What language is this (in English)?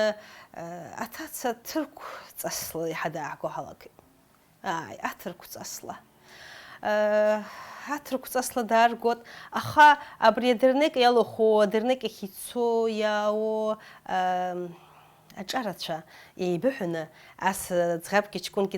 Abkhazian